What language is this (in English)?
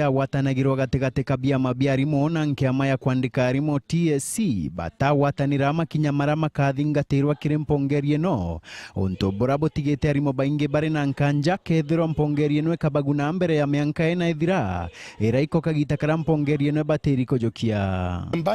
Meru